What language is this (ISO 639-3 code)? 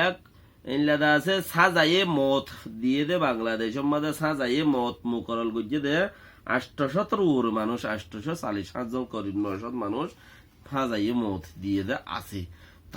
rhg